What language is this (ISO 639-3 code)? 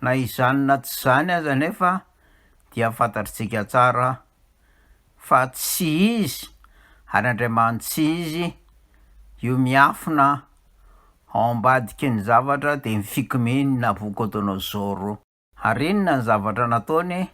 mlg